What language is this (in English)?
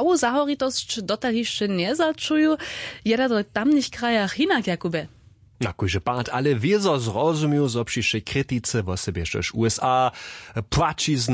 Upper Sorbian